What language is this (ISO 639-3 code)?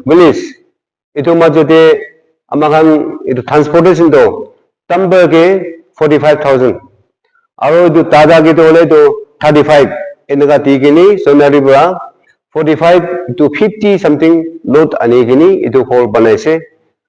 nag